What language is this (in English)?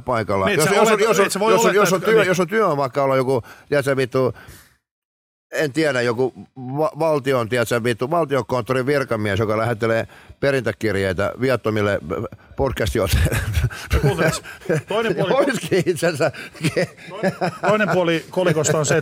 Finnish